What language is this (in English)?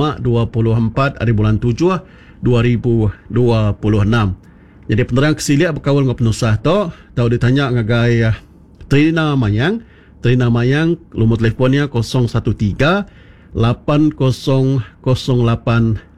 Iban